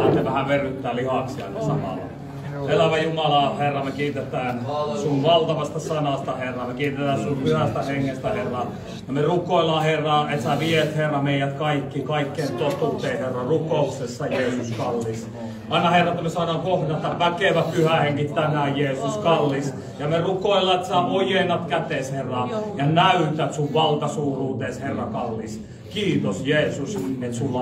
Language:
Finnish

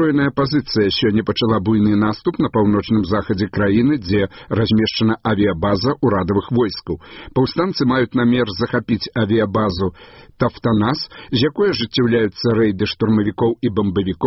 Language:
Belarusian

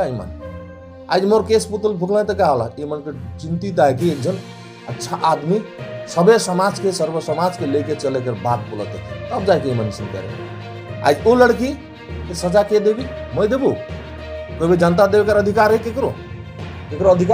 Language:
Sadri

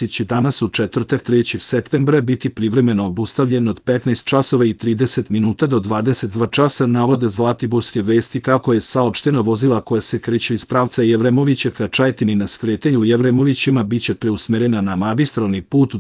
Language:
Serbian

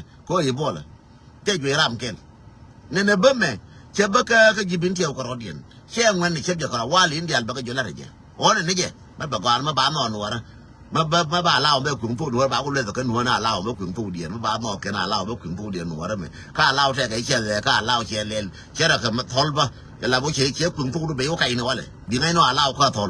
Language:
Nuer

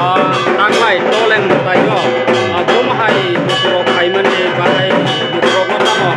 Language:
Kok Borok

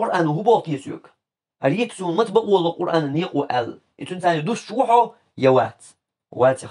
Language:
Chechen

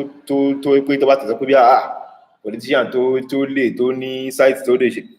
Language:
Yoruba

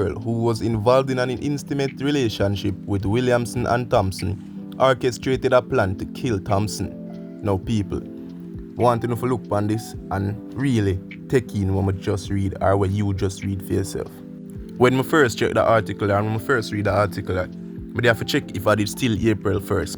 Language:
Jamaican Creole English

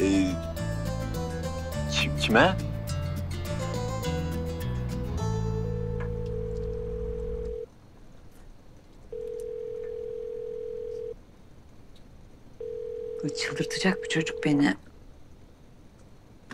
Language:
Turkish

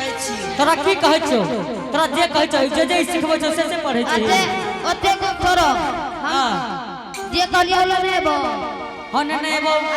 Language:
Angika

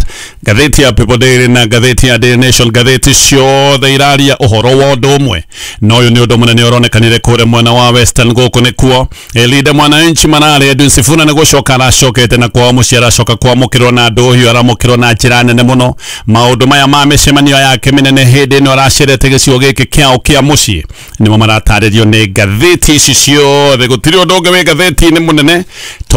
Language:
Kikuyu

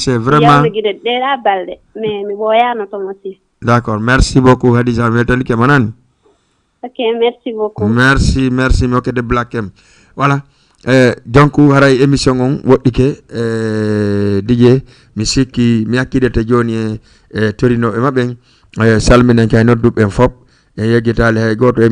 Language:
Fula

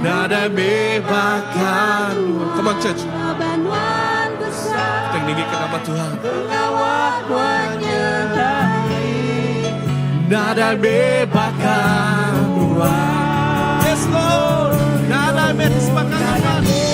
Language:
Iban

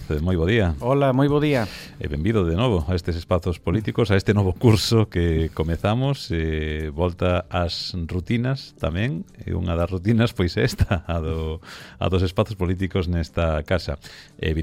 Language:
Galician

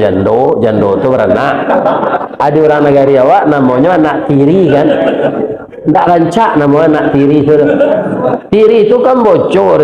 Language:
Minangkabau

